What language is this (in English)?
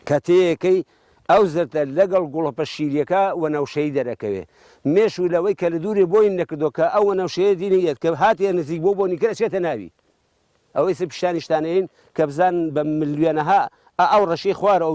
Central Kurdish